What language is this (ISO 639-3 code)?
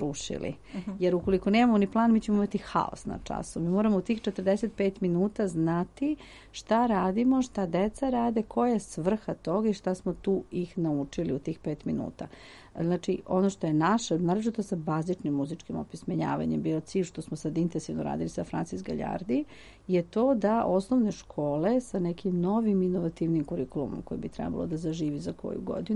srp